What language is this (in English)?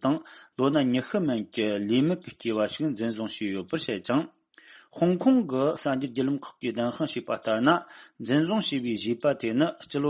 Tibetan